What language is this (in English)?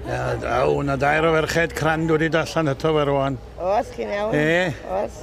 Welsh